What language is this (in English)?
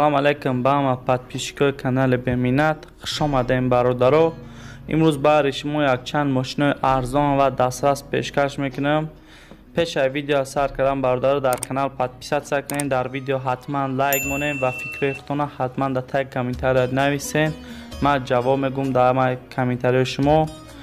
Tajik